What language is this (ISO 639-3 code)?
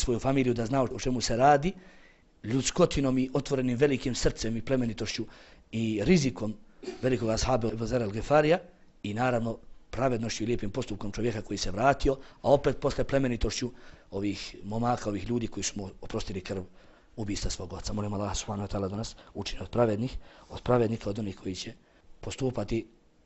bos